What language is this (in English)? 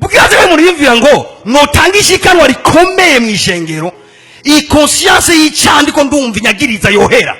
Rundi